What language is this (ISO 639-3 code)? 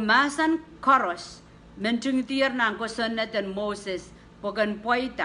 pon